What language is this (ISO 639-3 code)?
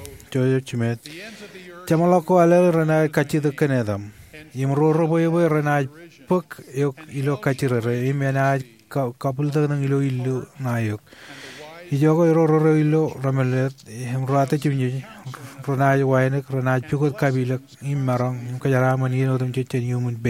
mah